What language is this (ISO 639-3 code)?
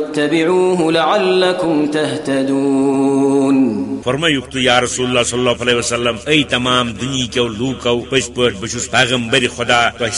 kas